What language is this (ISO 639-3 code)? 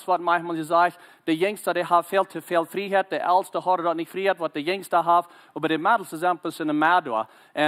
pdt